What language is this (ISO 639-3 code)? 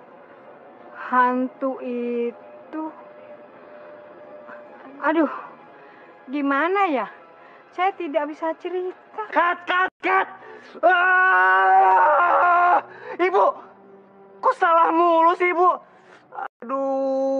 ind